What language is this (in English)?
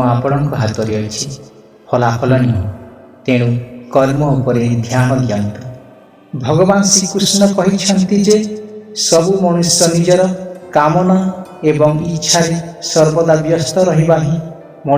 Odia